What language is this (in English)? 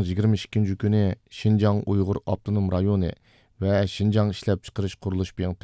Uyghur